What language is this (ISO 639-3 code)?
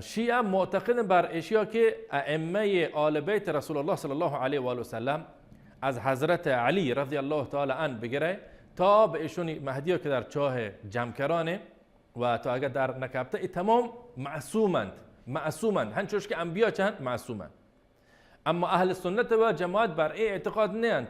bal